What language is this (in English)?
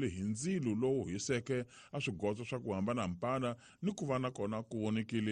Tsonga